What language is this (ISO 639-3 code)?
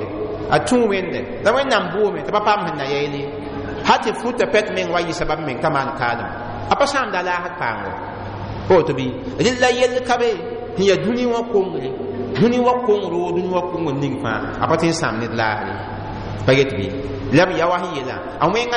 mos